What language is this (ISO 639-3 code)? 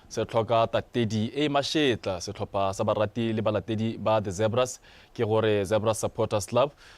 tsn